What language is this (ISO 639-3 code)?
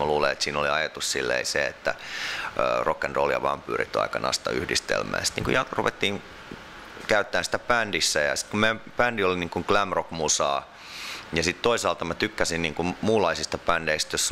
fin